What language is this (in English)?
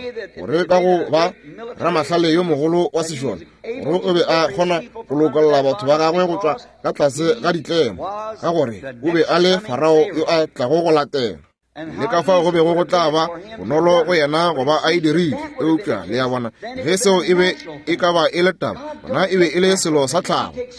Northern Sotho